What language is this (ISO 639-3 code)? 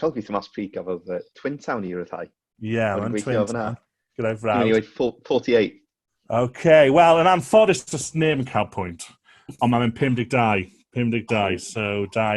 cym